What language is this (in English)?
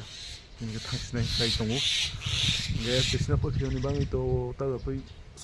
Kok Borok